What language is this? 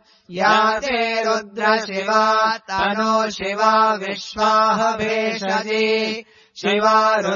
Sanskrit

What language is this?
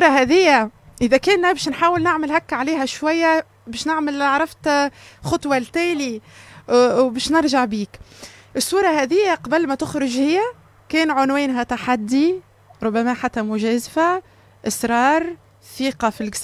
Tunisian Arabic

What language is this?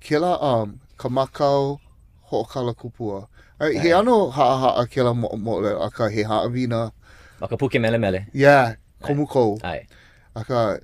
Hawaiian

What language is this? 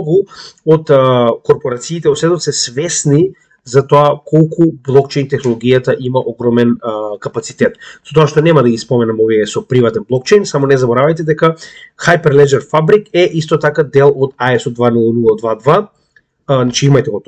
Macedonian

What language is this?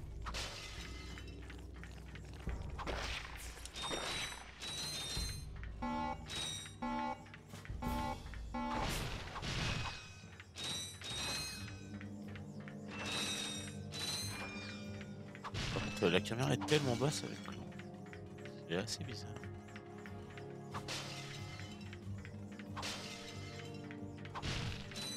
French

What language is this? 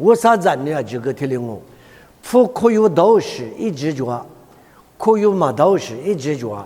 Lisu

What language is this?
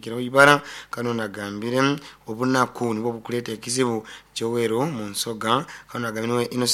Nyoro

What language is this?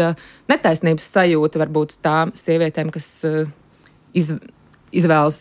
Latvian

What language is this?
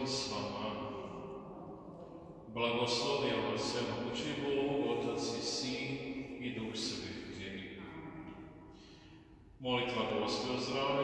Croatian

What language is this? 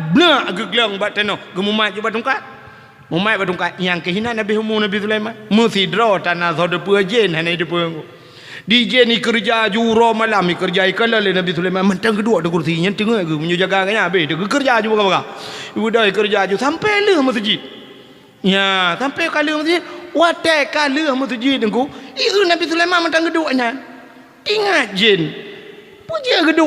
Achinese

